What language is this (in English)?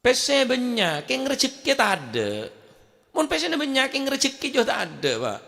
Madurese